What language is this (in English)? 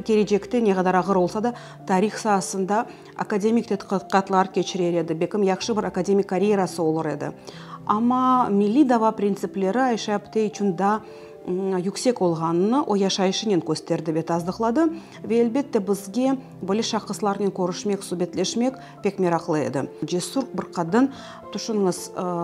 Crimean Tatar